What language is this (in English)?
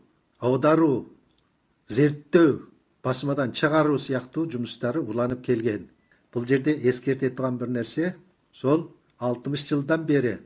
Kazakh